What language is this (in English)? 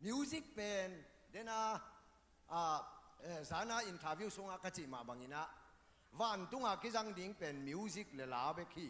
Tedim Chin